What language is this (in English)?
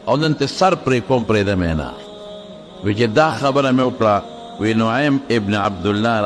Pashto